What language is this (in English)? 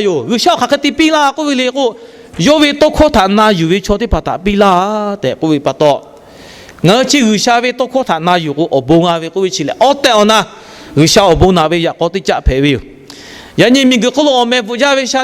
Lahu